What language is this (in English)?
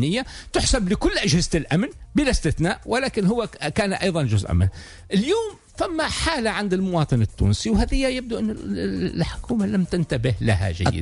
Tunisian Arabic